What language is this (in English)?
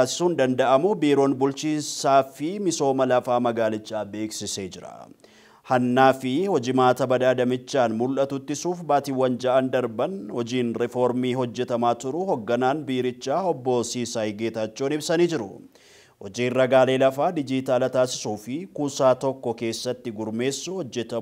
Oromo